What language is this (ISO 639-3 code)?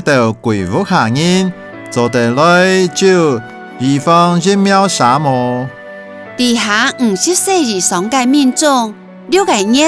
hak